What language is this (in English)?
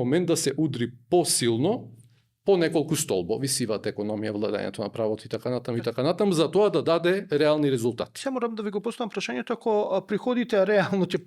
Macedonian